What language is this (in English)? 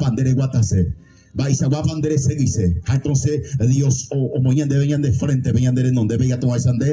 Guarani